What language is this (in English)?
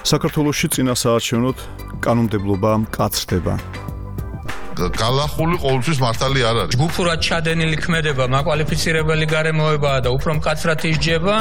Georgian